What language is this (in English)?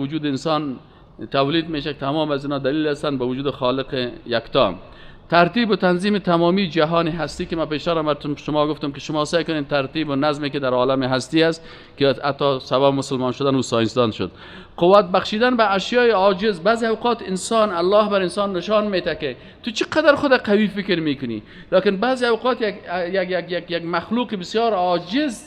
Persian